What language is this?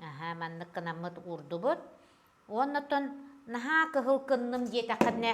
Yakut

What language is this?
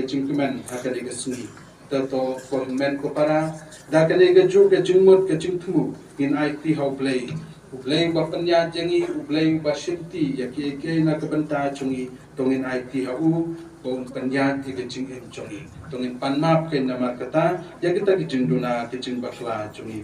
Khasi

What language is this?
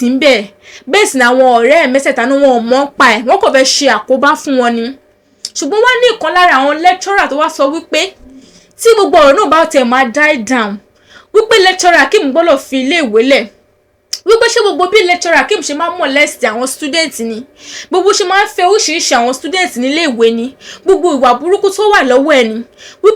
Yoruba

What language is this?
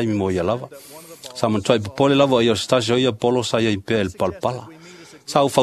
Samoan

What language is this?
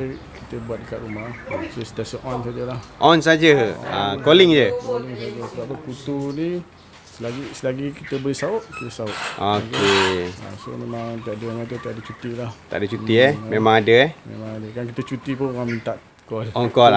Malay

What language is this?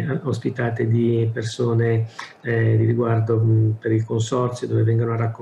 Italian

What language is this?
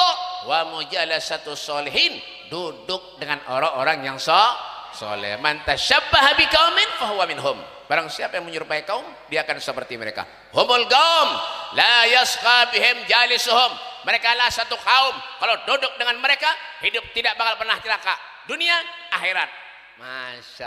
Banjar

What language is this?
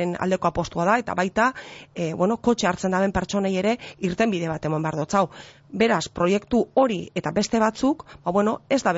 Basque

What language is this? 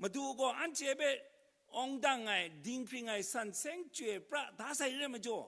Kachin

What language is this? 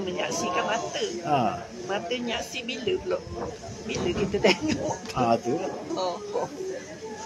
Malay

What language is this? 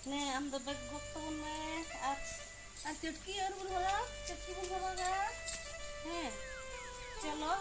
Santali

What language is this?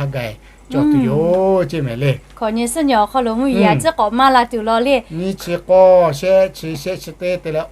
Lahu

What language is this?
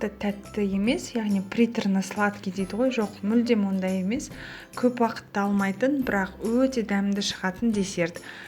Kazakh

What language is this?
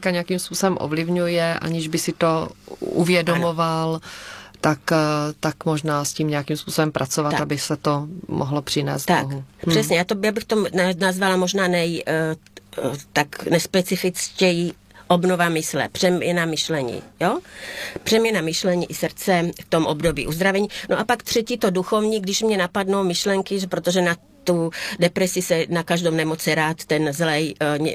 Czech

